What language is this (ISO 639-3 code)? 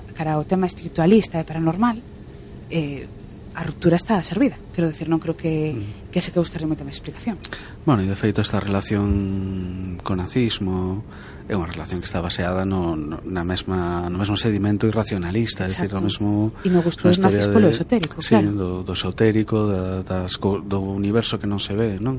glg